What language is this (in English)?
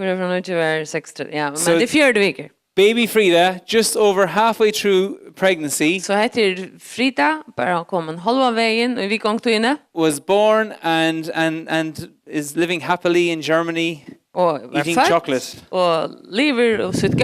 Faroese